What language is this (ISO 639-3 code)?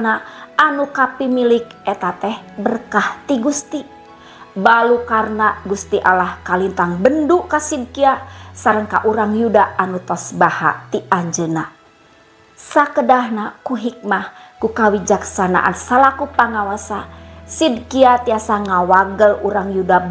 sun